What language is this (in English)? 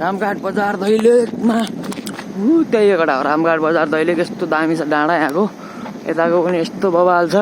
Nepali